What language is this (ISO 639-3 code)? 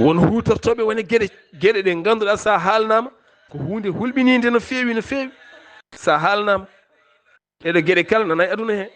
ful